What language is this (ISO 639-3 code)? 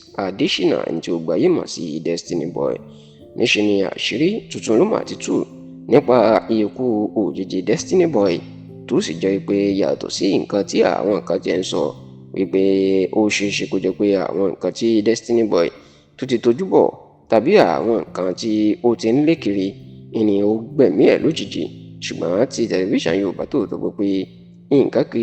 yor